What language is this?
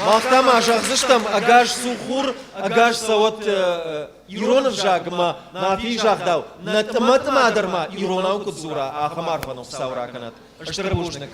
Ossetic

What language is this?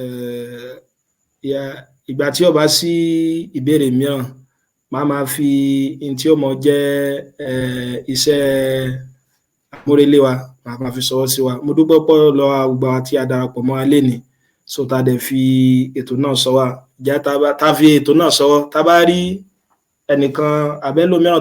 Yoruba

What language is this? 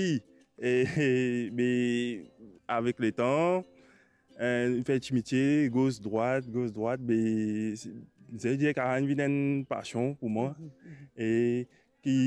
Morisyen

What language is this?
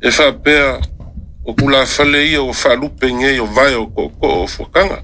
Samoan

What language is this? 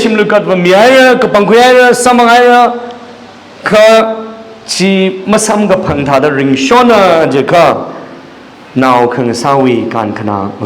Tangkhul Naga (India)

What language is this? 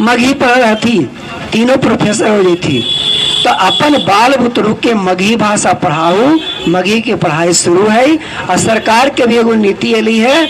Magahi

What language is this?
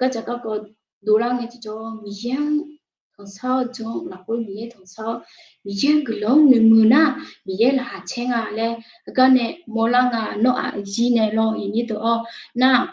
Akha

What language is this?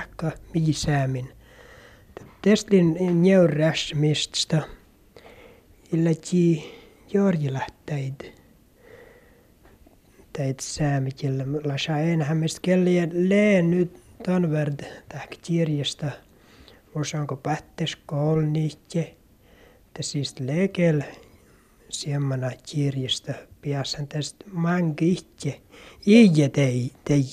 Finnish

